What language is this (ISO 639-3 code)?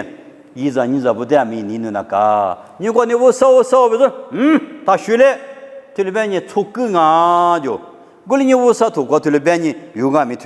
lis